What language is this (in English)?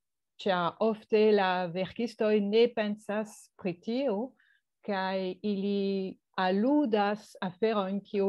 Esperanto